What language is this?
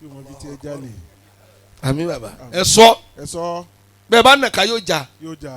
Yoruba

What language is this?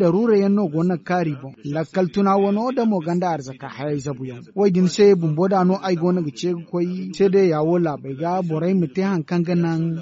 Zarma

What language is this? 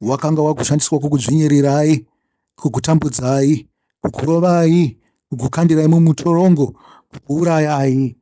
Shona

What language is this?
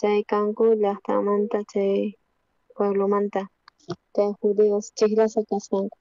South Bolivian Quechua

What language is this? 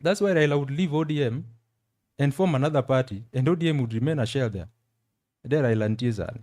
Luo (Kenya and Tanzania)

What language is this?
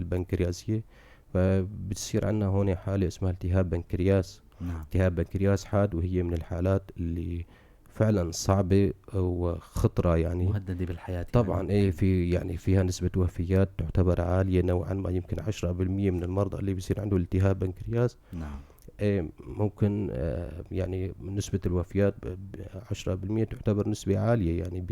North Levantine Arabic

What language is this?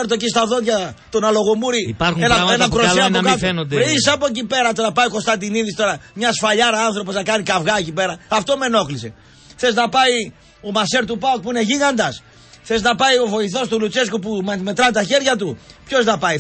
Greek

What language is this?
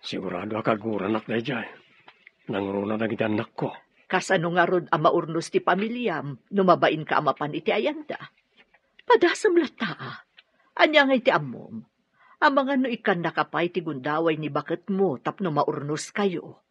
Iloko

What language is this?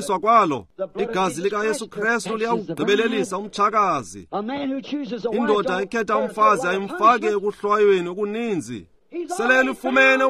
Xhosa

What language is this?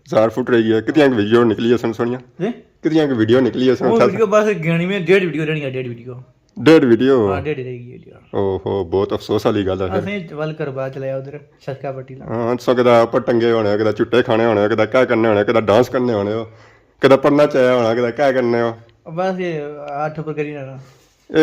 Pahari-Potwari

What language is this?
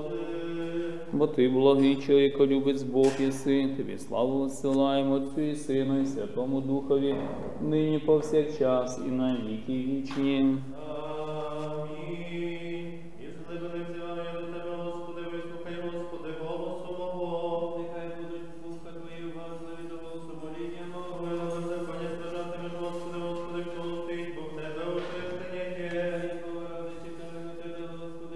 Ukrainian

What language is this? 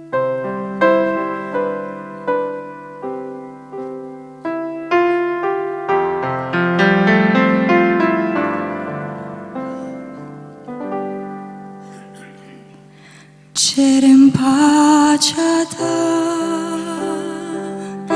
Romanian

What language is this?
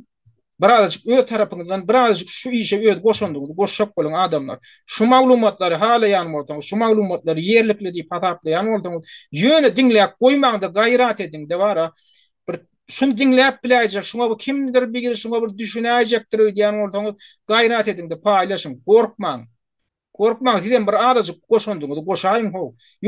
Turkmen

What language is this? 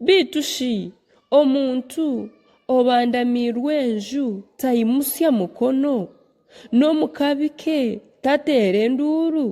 Nyankole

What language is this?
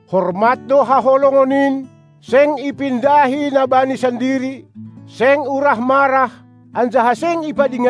Batak Simalungun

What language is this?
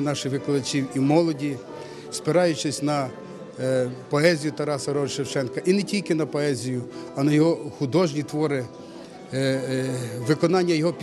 Ukrainian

